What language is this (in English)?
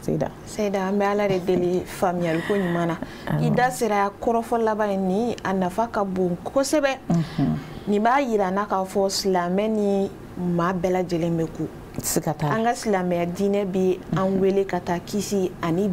Bambara